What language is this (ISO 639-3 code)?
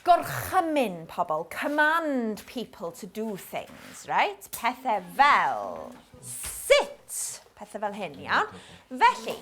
cym